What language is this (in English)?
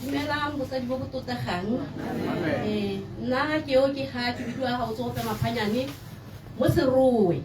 Tswana